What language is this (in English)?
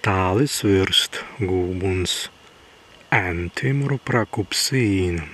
Prussian